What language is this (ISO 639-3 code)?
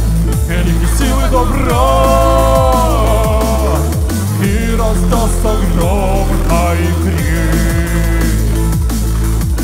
rus